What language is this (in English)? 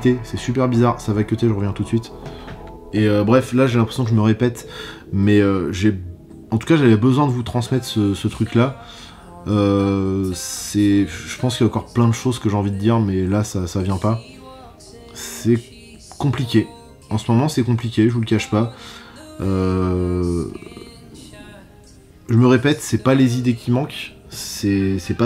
French